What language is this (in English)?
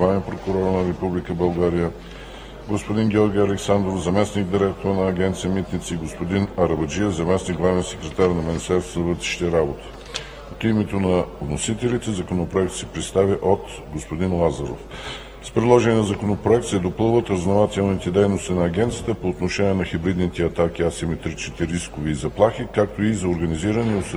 Bulgarian